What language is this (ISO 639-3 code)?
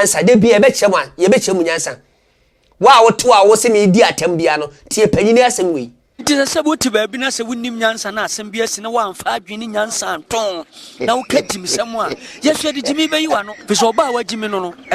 aka